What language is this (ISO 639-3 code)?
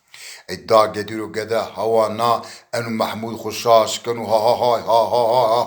zza